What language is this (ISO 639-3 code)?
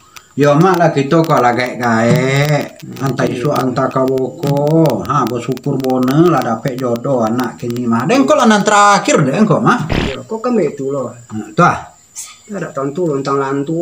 min